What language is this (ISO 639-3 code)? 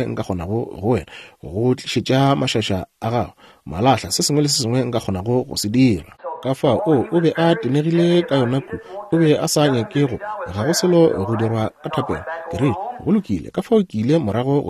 nso